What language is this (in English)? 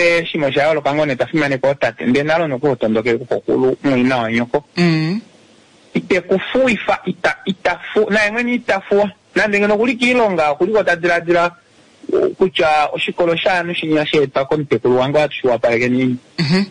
Kuanyama